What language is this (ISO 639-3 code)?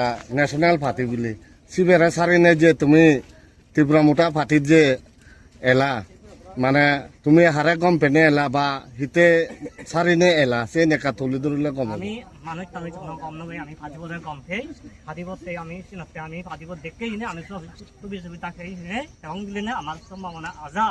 trp